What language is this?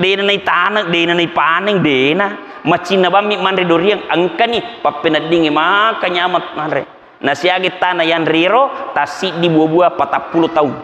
Buginese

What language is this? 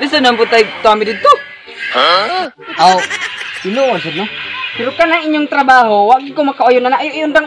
Cebuano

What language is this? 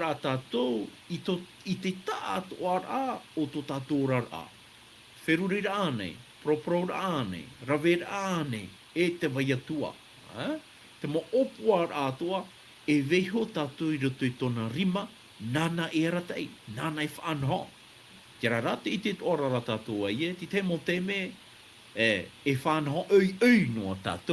Tahitian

